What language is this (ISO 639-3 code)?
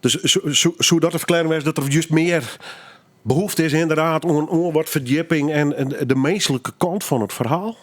fry